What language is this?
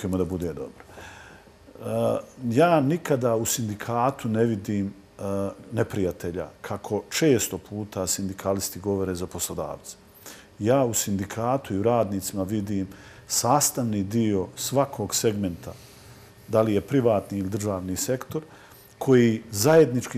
Bosnian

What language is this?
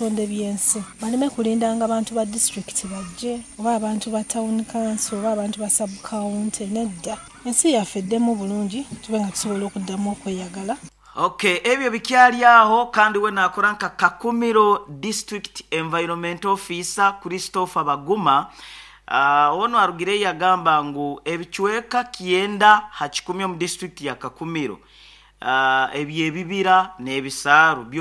Nyoro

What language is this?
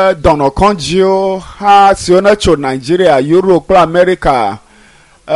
Ewe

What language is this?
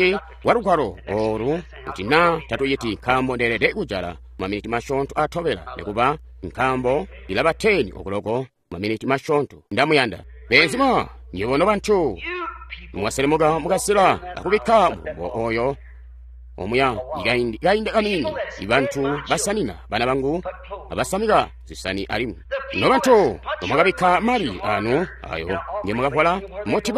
Tonga (Zambia)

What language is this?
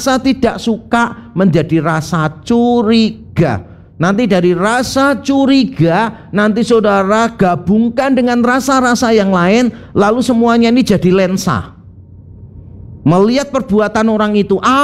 Indonesian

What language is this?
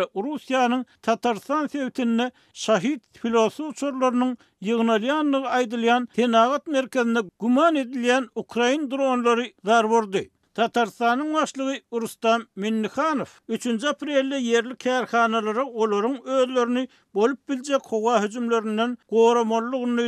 Turkmen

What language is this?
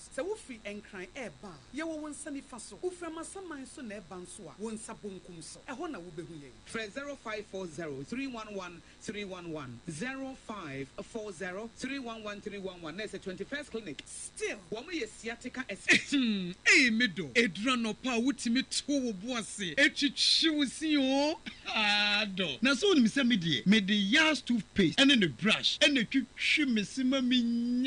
Akan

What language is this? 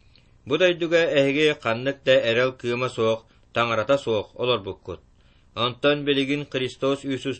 Yakut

